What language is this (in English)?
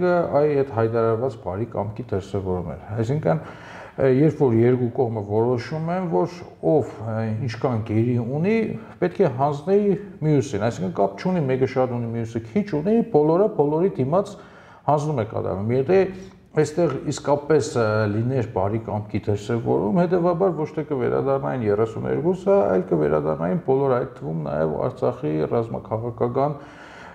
Armenian